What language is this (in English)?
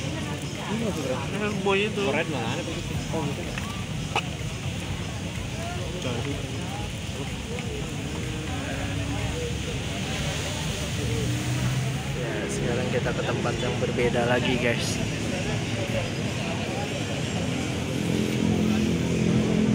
Indonesian